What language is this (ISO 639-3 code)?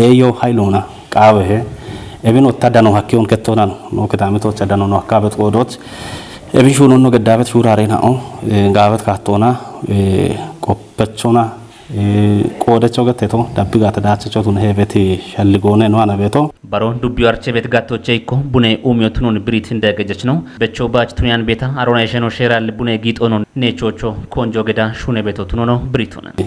kbr